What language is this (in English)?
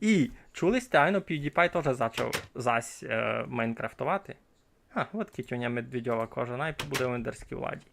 Rusyn